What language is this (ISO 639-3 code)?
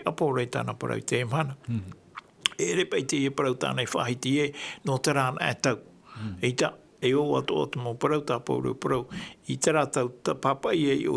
tah